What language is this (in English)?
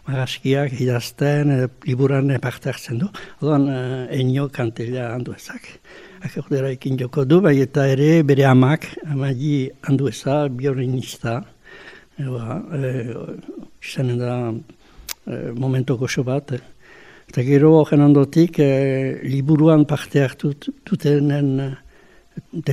Basque